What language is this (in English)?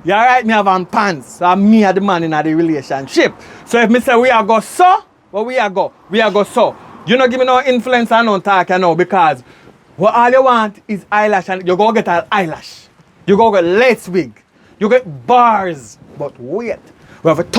Jamaican Creole English